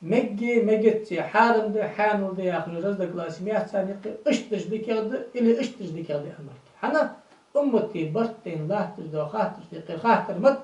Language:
Ingush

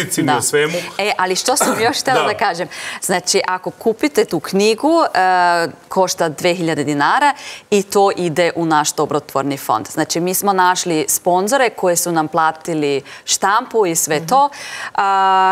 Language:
Serbian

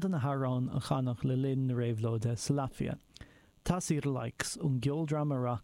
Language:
Irish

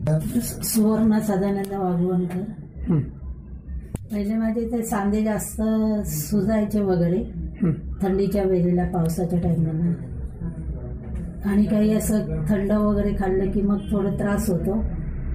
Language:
Marathi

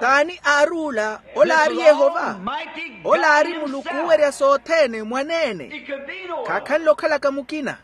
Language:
Makhuwa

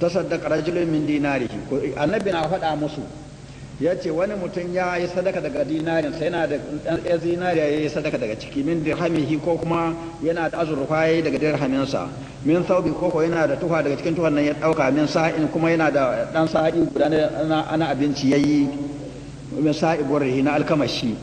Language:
Hausa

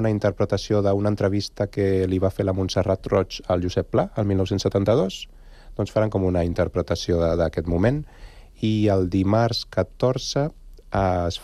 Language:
Catalan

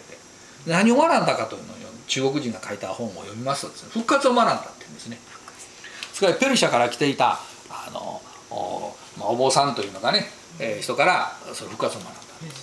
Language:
Japanese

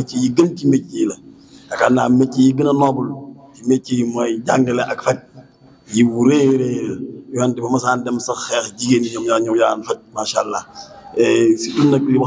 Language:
Wolof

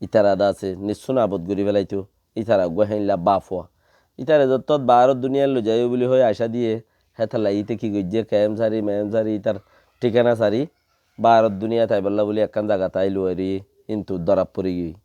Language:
Rohingya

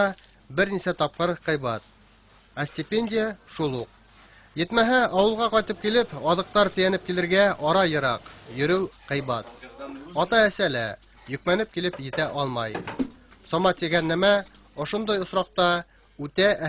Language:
Bashkir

